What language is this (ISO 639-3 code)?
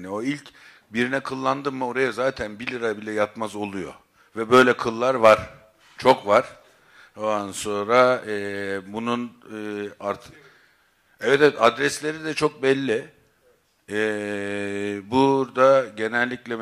tur